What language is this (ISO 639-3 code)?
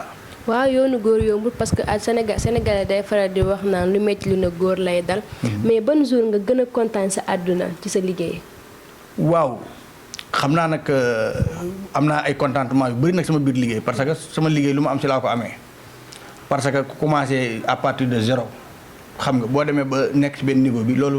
wol